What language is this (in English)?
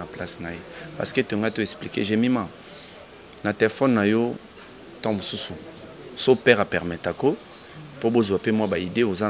Lingala